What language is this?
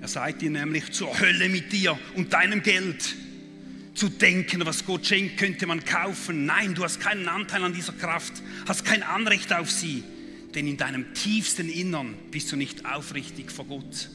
Swiss German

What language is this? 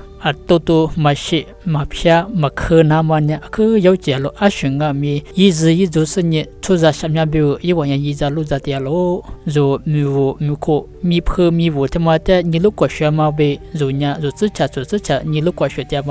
Lisu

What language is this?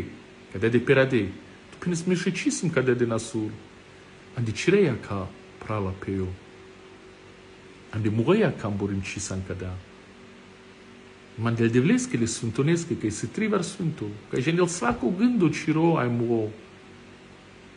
Romany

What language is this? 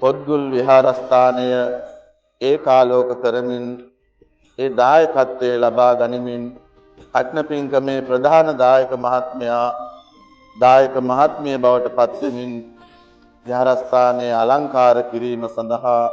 Sinhala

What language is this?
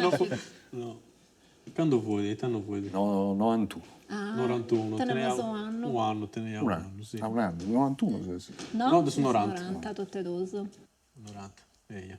Sardinian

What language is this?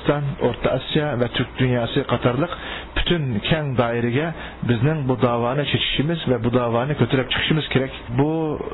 Uyghur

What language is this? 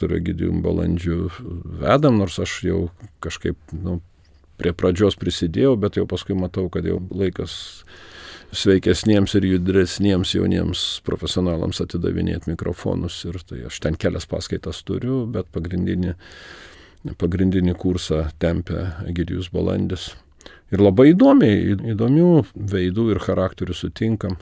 Lithuanian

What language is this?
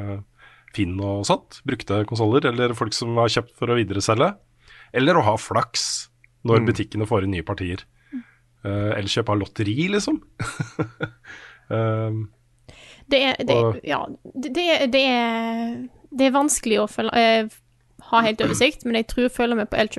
Norwegian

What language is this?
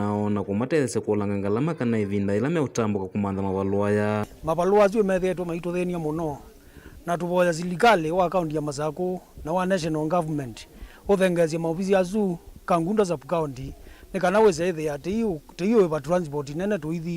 Kamba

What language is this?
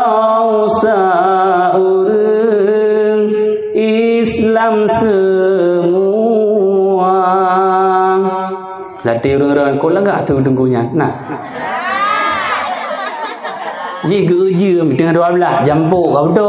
Achinese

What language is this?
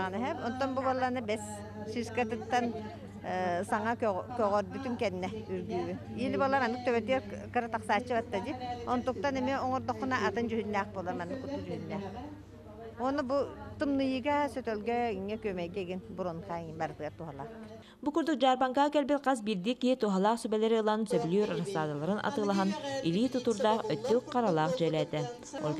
Yakut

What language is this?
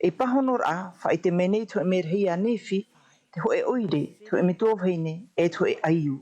Tahitian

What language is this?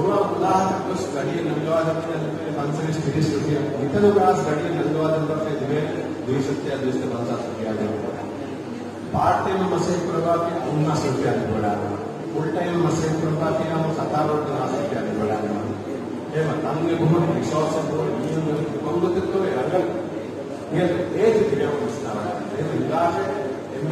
Divehi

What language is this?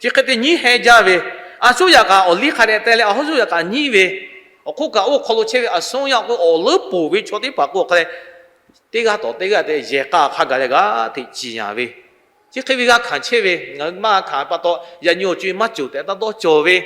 Lahu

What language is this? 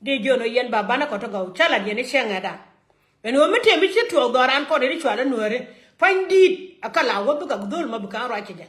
Nuer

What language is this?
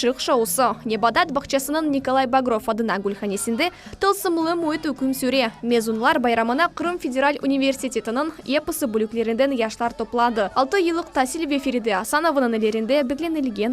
Crimean Tatar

